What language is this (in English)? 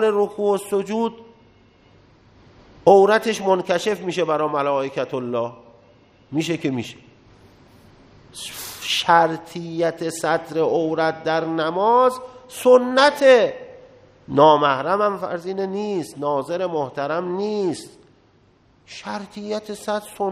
Persian